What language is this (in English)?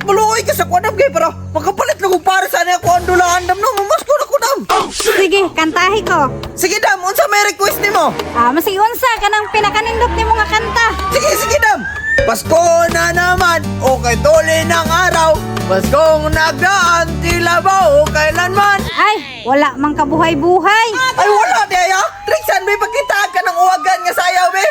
Cebuano